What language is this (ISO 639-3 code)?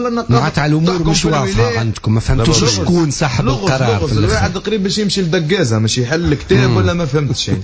aeb